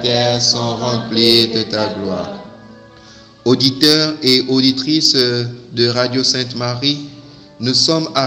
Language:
French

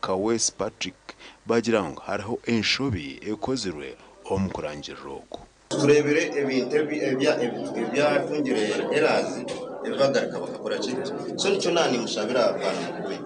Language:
Nyankole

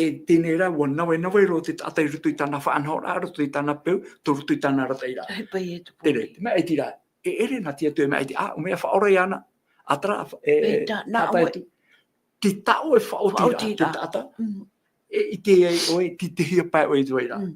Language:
Tahitian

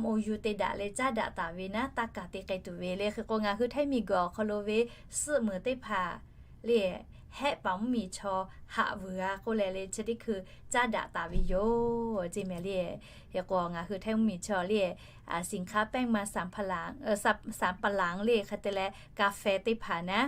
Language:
Lahu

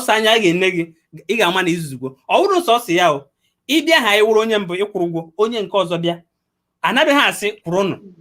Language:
Igbo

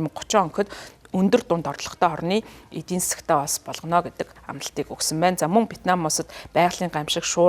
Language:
Mongolian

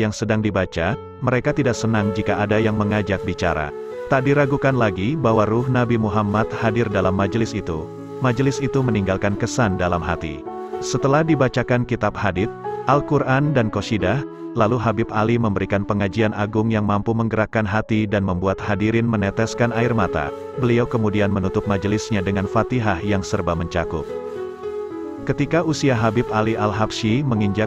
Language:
Indonesian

